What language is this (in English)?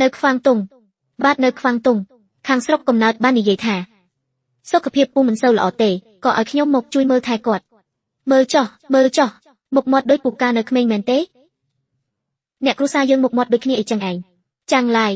Khmer